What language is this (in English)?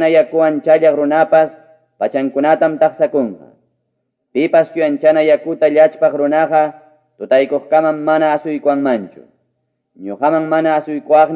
Ayacucho Quechua